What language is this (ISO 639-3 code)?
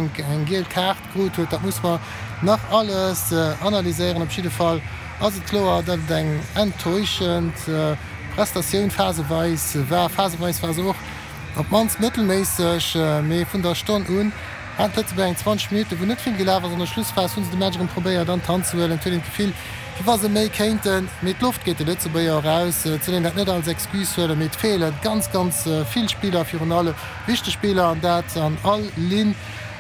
ltz